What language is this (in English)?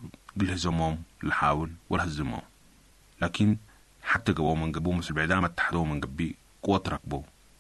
Tigre